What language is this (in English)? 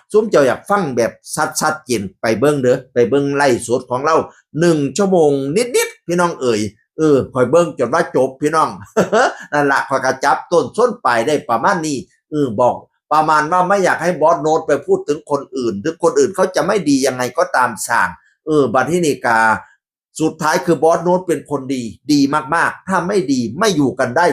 Northeastern Thai